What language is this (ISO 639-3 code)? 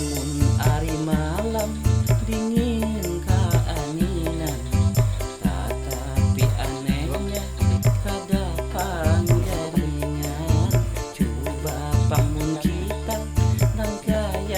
bjn